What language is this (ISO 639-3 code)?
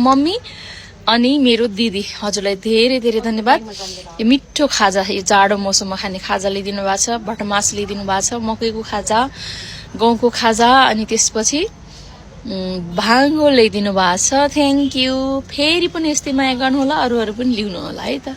nep